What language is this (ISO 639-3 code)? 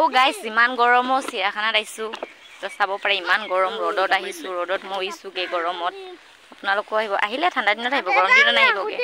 asm